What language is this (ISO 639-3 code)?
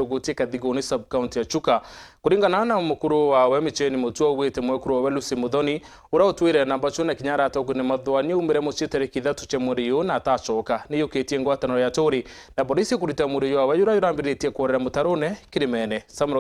mer